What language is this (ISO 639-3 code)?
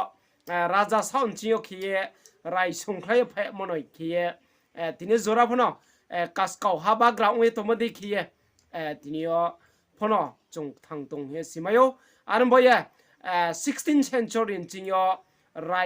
ria